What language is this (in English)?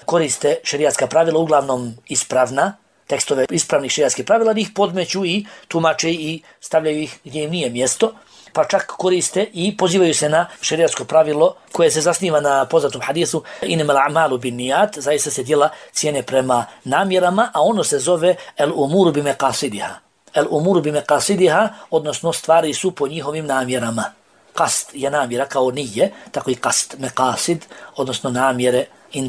Bosnian